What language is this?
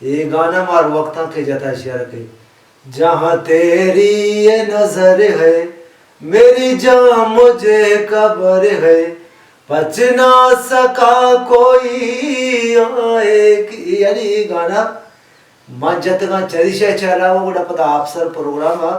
Baluchi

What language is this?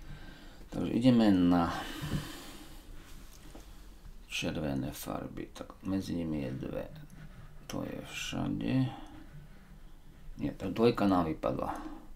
Slovak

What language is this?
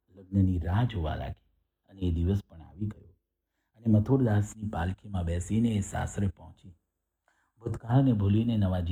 Gujarati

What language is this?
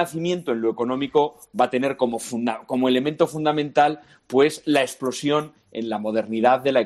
Spanish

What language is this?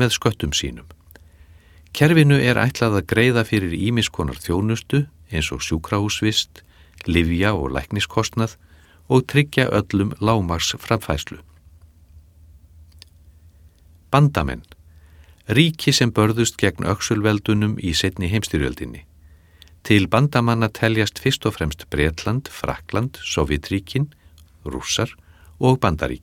Icelandic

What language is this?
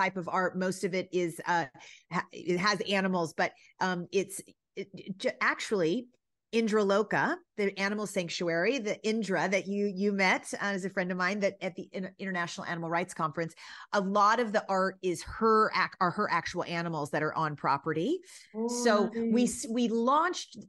English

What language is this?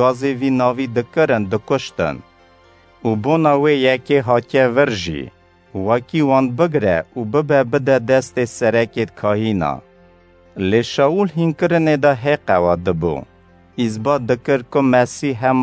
Kurdish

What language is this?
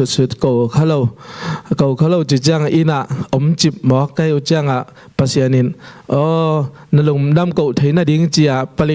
Tedim Chin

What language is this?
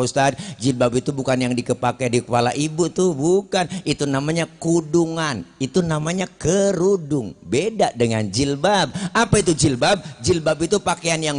Betawi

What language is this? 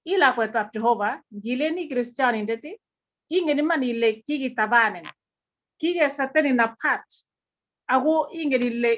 Kalenjin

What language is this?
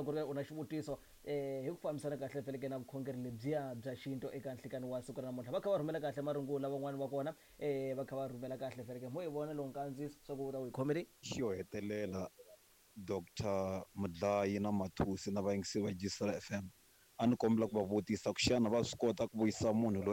Tsonga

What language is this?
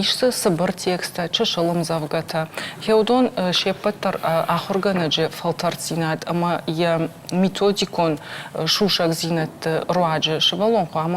Ossetic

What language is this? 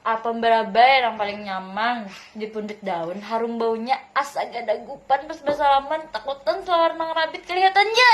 Banjar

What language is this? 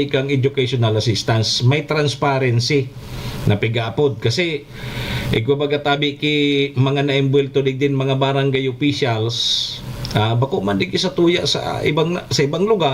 Bikol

